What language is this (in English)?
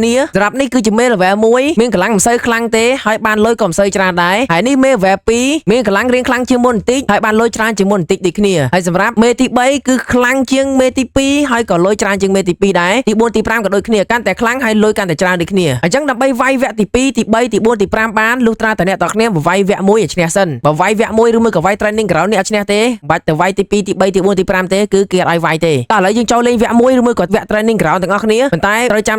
Khmer